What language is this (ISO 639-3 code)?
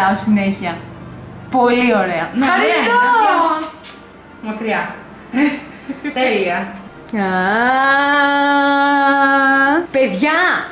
ell